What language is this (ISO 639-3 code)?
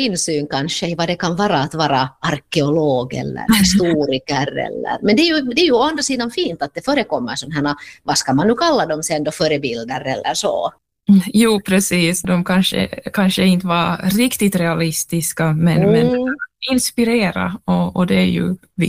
swe